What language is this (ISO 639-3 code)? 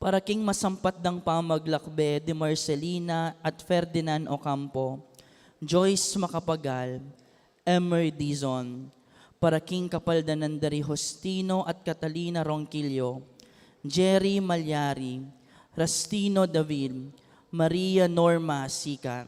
pam